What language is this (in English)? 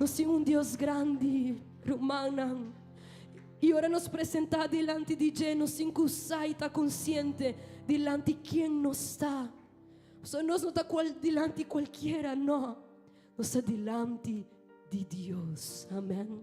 Papiamento